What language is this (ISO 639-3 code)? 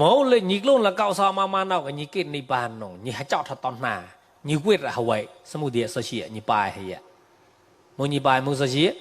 mnw